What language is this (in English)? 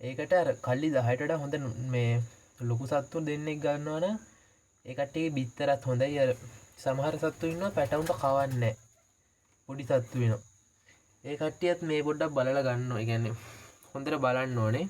Sinhala